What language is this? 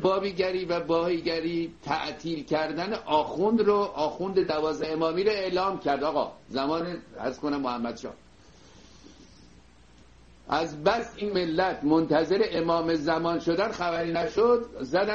Persian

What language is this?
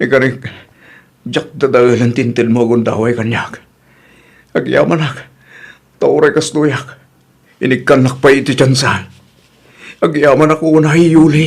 Iloko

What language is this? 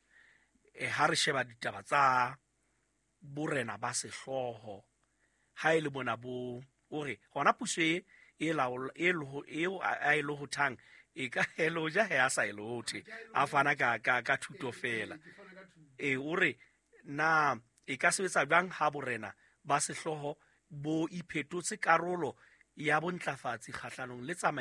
Southern Sotho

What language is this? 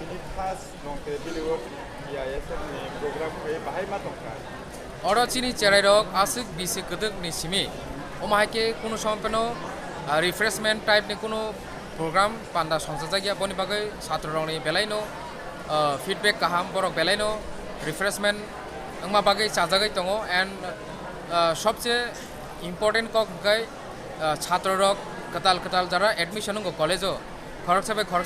Kok Borok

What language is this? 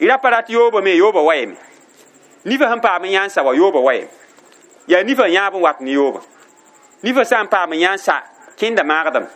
Mossi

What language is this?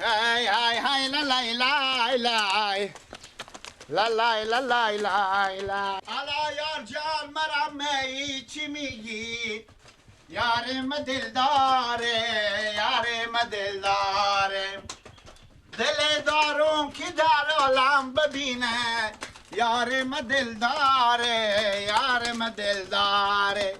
Persian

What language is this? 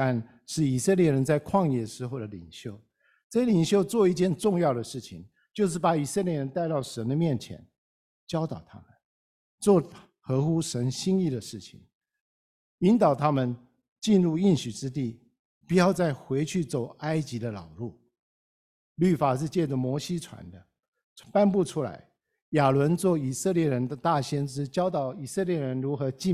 Chinese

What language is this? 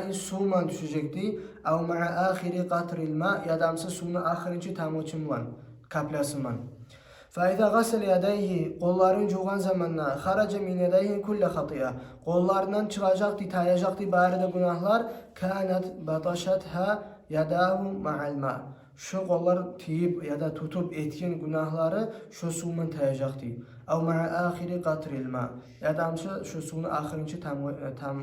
Kumyk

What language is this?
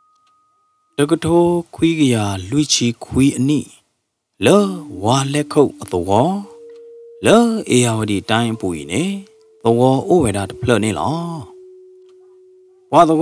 S'gaw Karen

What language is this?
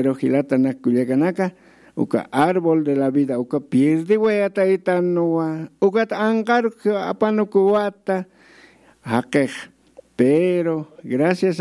Aymara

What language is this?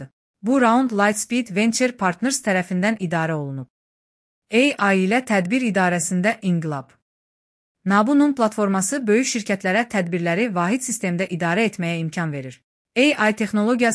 Azerbaijani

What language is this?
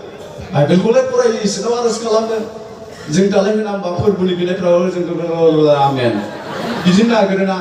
Bodo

